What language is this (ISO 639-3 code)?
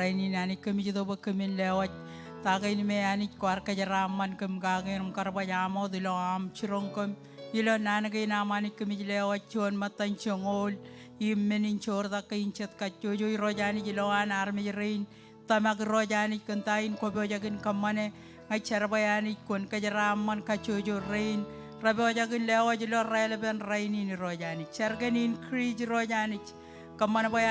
mah